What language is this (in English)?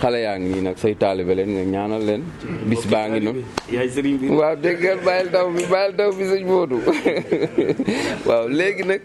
Wolof